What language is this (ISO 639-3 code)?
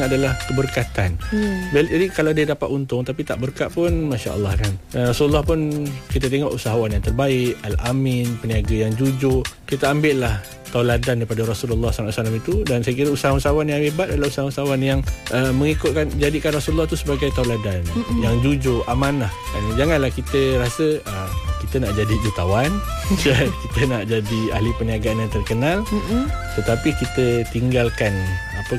msa